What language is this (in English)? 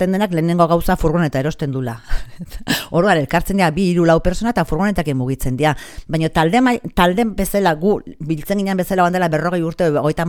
Basque